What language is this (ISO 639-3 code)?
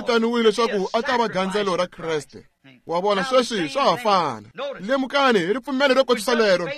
tso